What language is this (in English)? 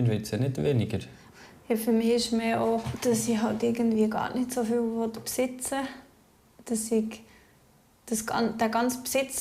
Swiss German